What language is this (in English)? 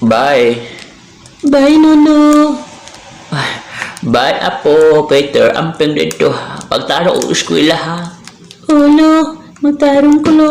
Cebuano